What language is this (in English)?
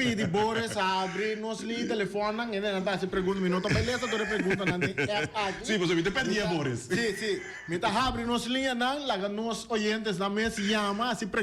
Papiamento